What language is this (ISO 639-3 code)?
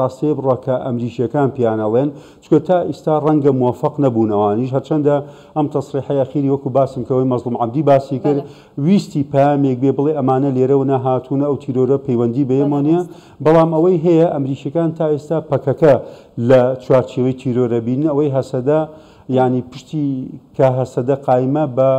ckb